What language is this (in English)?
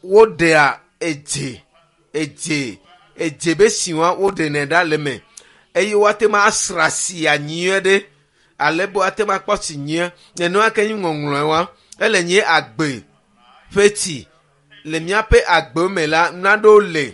Ewe